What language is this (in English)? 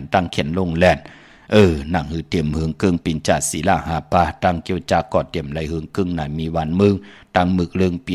Shan